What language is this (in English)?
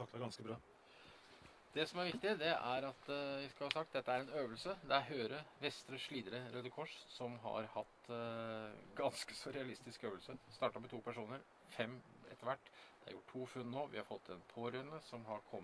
Norwegian